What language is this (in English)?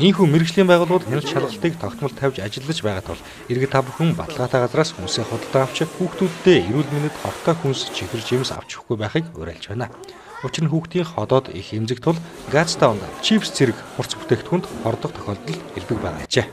Mongolian